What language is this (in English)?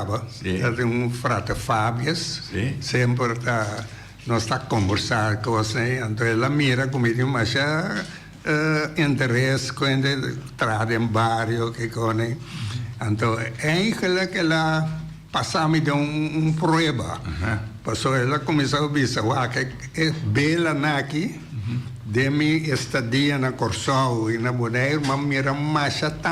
Papiamento